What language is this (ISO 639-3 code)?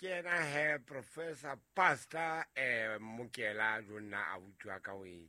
sot